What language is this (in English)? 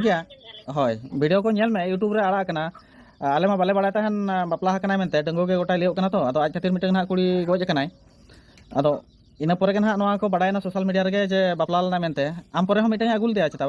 Santali